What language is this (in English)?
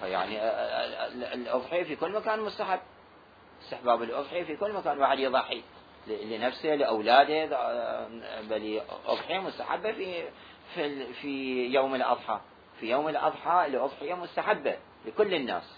Mesopotamian Arabic